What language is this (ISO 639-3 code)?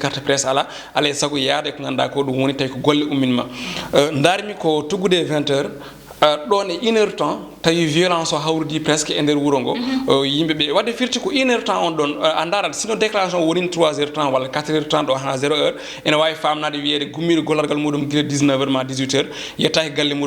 ful